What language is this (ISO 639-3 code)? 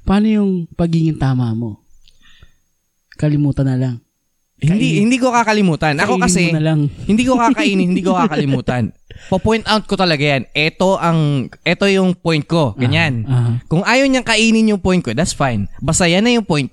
fil